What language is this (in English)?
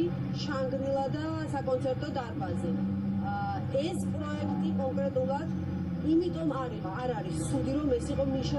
Georgian